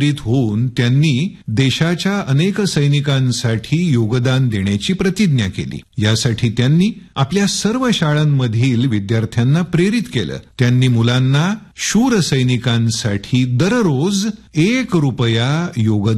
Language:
Marathi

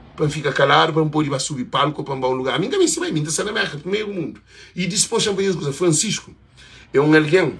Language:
Kabuverdianu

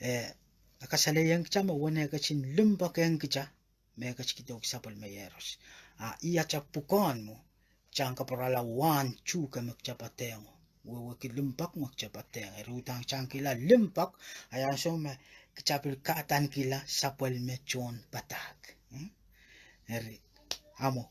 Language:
Pohnpeian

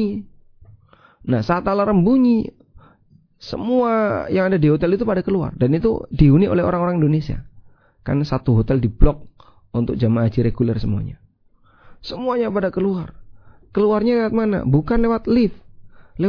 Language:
Indonesian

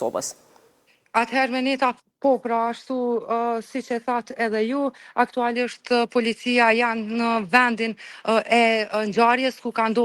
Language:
Albanian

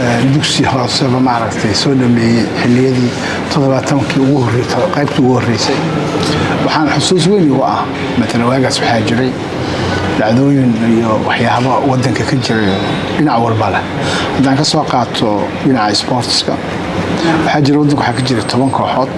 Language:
Somali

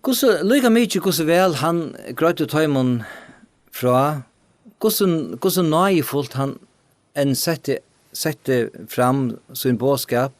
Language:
Faroese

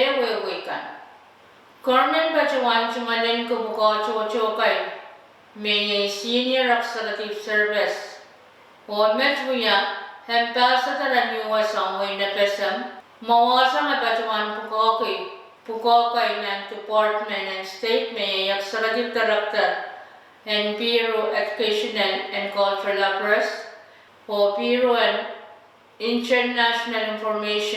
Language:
Pohnpeian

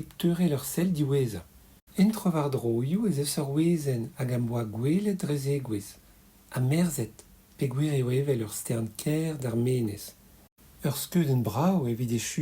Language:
Breton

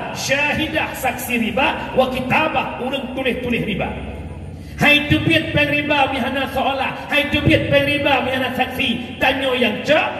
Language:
Achinese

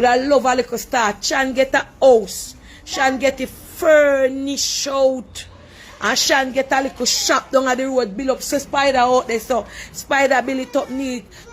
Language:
Jamaican Creole English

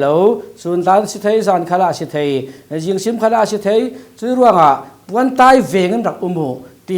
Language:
Falam Chin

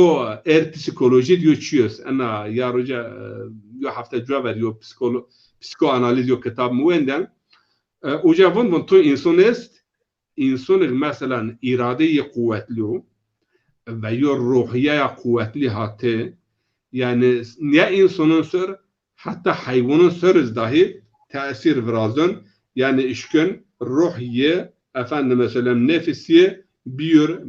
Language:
Zaza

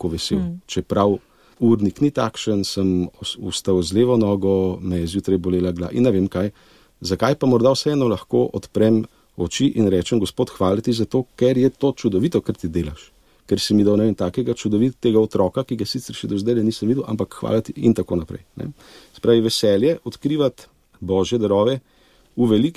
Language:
Slovenian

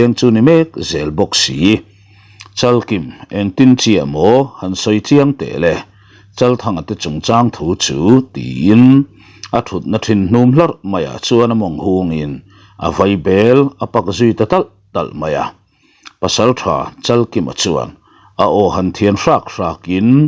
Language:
Mizo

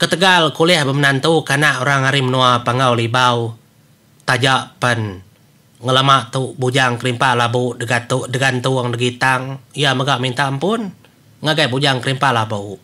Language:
Iban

